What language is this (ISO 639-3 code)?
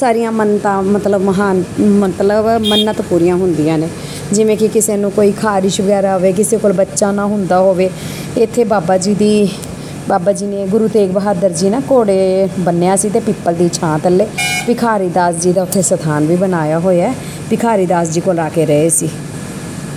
pan